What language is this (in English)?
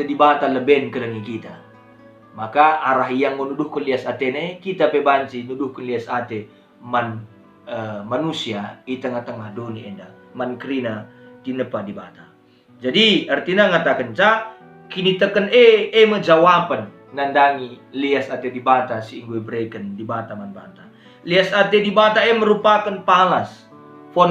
Batak Karo